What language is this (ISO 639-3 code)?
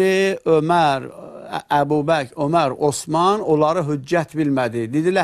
aze